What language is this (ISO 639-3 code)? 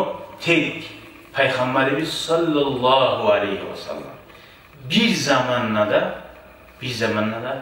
kum